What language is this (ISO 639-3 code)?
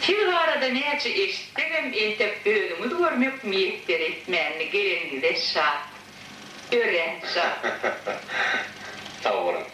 tuk